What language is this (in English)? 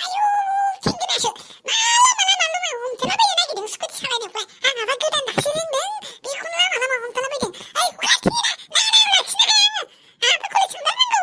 Bodo